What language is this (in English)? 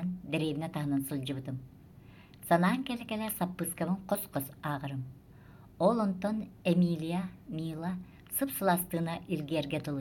Yakut